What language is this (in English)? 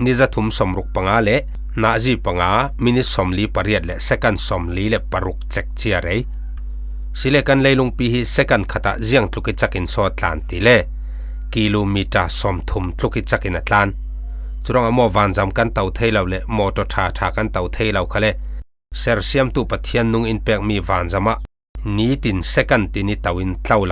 Falam Chin